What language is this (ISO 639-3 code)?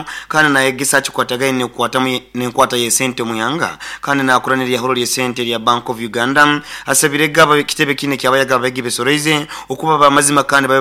nyo